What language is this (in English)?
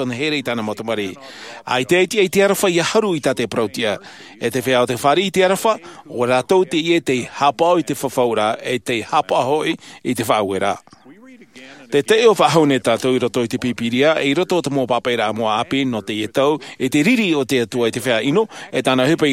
Tahitian